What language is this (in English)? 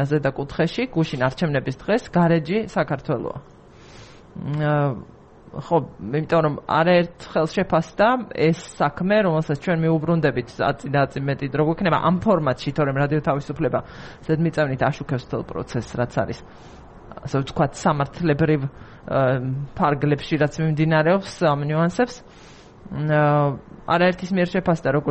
Georgian